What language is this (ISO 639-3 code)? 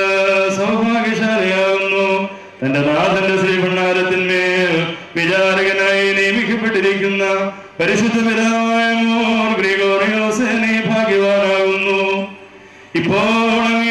mal